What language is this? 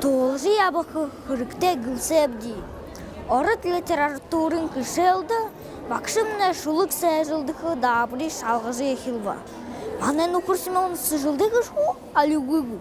Buriat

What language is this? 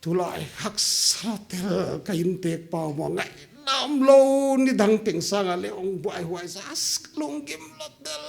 Paite Chin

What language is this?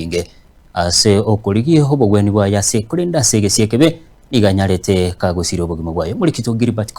Gusii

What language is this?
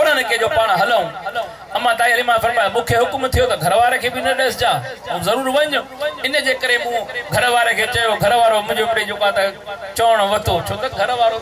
Sindhi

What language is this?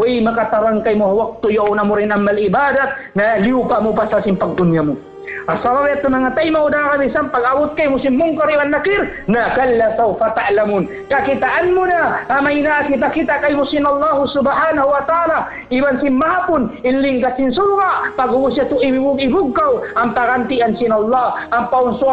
Tausug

